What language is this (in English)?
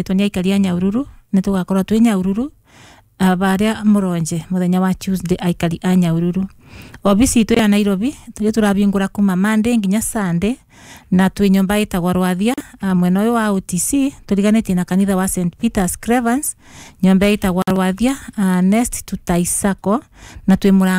Kikuyu